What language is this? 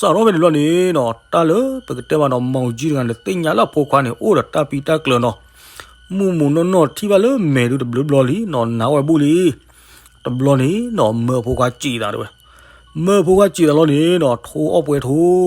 S'gaw Karen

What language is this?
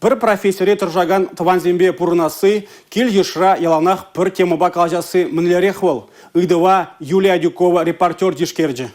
Chuvash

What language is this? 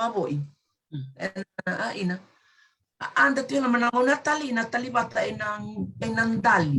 Fijian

